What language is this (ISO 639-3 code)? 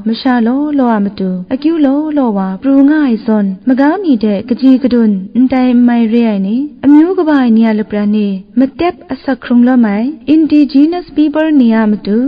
kac